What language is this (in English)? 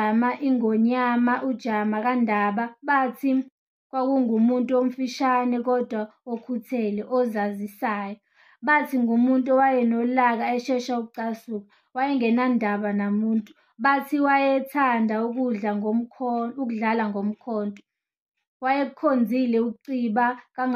Zulu